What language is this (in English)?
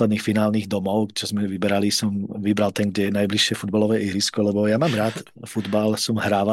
Slovak